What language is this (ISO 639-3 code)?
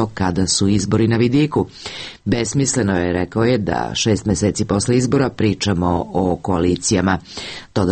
srp